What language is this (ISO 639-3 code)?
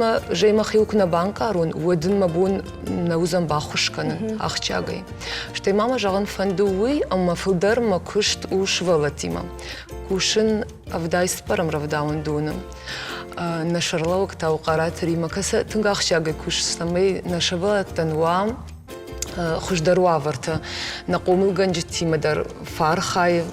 oss